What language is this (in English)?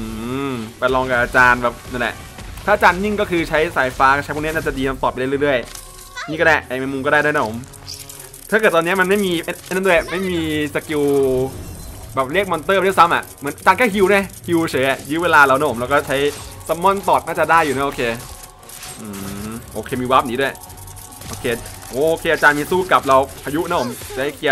Thai